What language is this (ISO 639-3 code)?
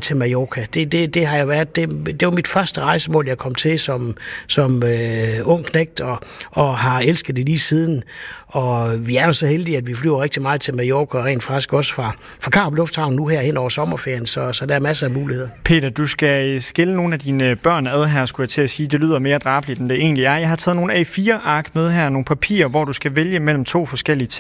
dan